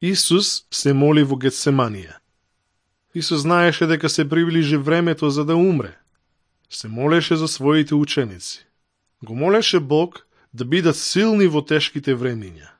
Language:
Macedonian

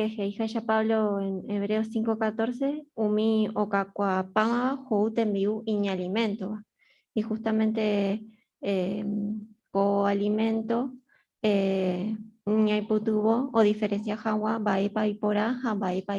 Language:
Guarani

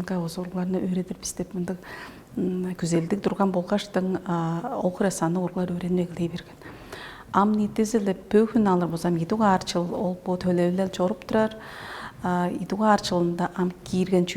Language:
Tuvinian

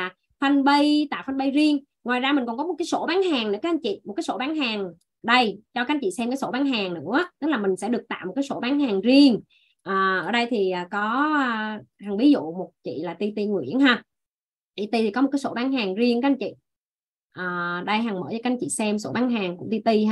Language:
Vietnamese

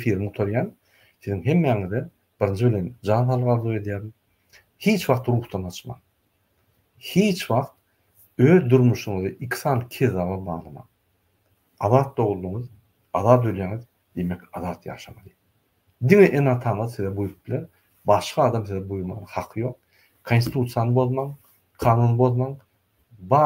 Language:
Turkmen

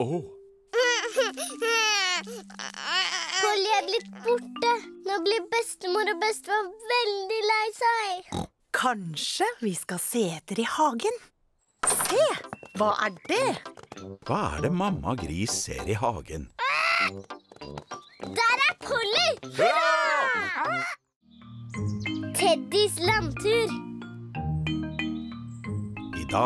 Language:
Norwegian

